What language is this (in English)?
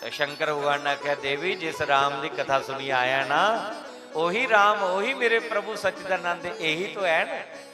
Dogri